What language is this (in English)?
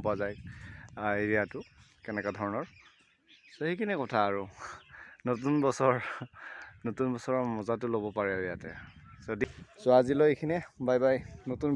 Assamese